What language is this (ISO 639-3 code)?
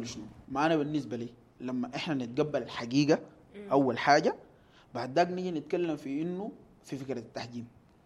apd